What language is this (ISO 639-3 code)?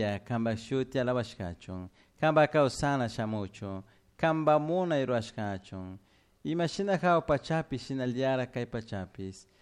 qug